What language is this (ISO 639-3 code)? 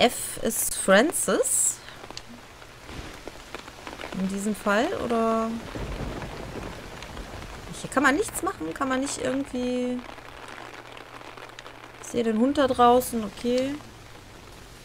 deu